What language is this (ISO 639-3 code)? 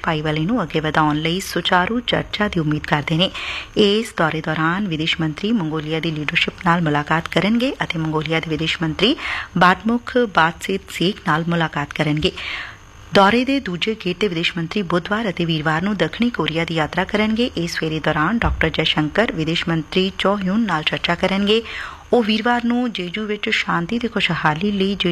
pan